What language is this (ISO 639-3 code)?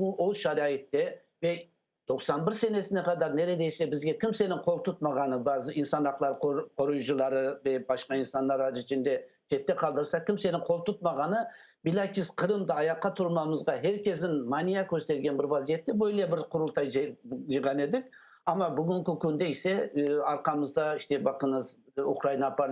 crh